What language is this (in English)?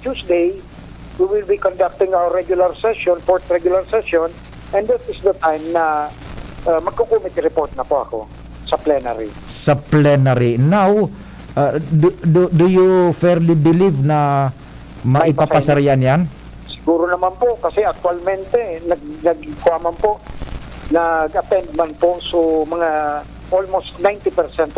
Bikol